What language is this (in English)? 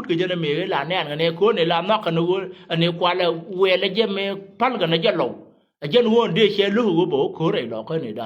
Nuer